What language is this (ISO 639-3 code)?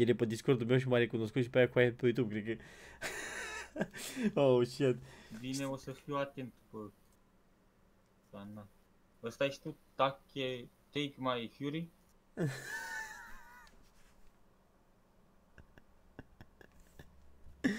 ron